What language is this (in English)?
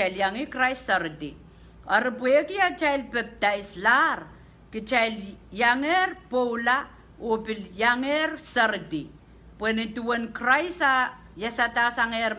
Pohnpeian